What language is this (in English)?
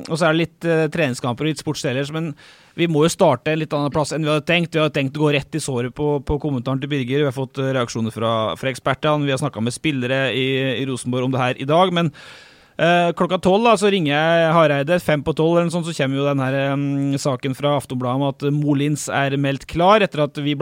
Norwegian